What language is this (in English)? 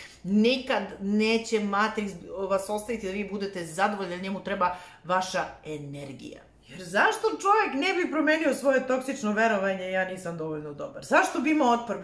Serbian